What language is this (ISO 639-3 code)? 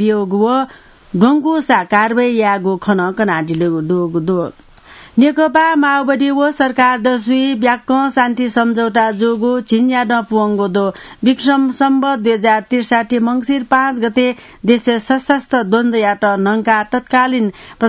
new